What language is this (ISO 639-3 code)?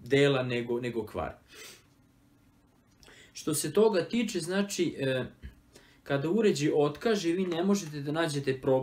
srp